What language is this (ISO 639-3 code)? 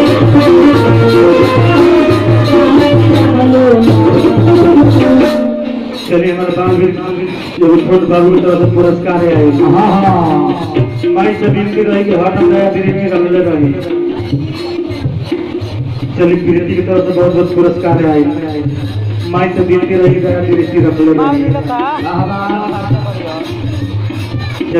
bho